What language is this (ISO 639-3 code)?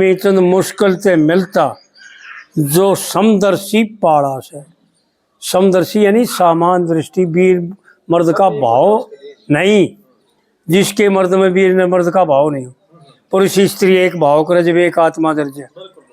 bgc